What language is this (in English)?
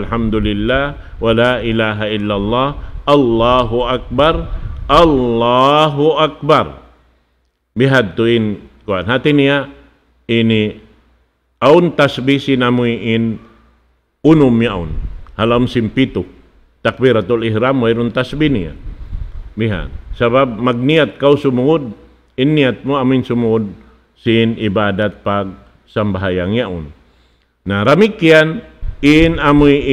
Tausug